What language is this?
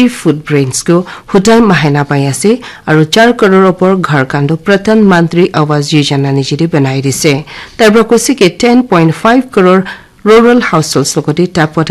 Naga Pidgin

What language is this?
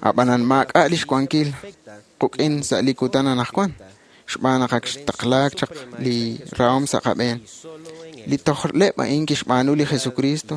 Kekchí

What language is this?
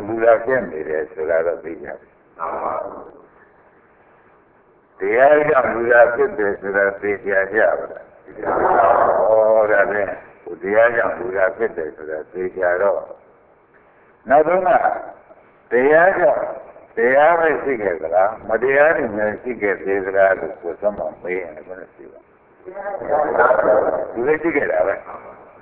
Burmese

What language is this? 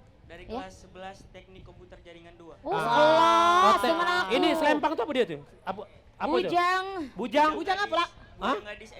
Musi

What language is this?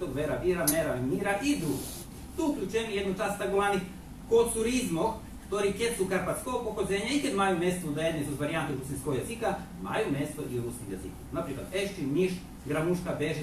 Rusyn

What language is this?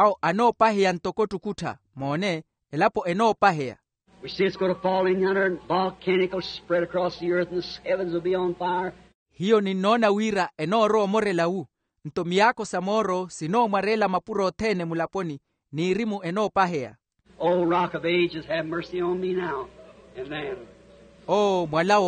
Makhuwa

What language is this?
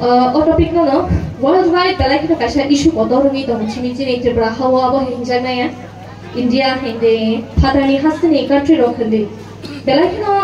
Kok Borok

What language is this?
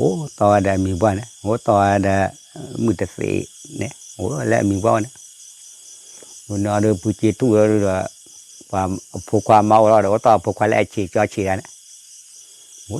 S'gaw Karen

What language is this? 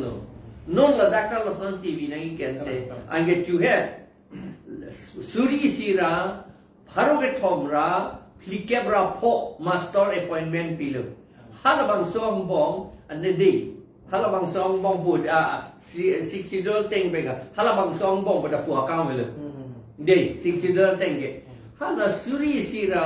Karbi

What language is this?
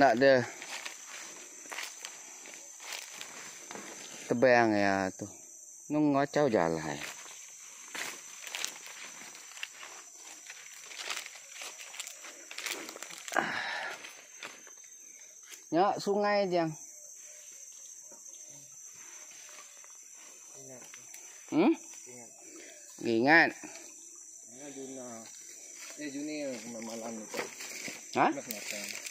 Malay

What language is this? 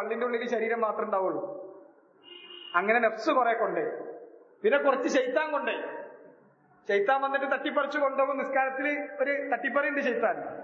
Malayalam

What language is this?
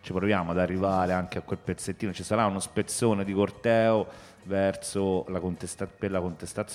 Italian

